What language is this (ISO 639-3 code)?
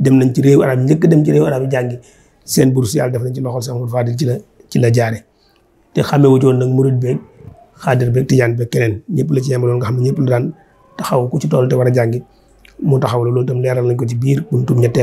wol